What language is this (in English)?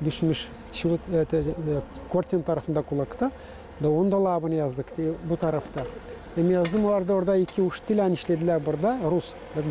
Gagauz